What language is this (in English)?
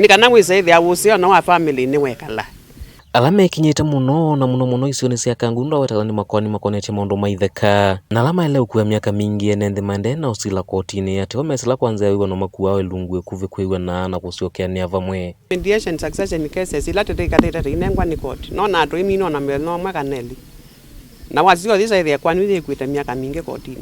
Kamba